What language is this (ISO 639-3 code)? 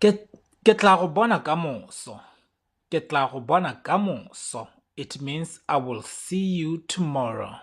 tsn